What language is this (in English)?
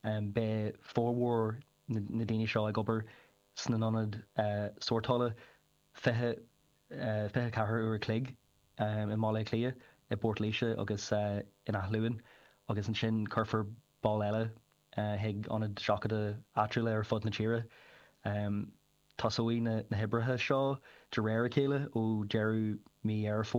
Irish